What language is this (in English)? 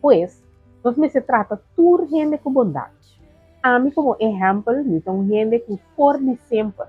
Papiamento